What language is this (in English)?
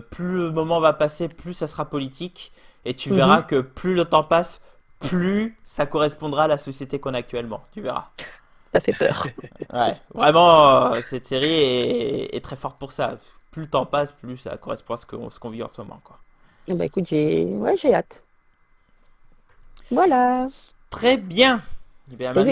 French